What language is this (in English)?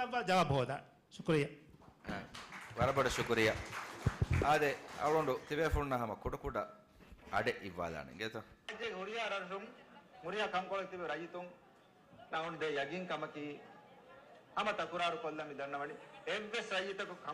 Divehi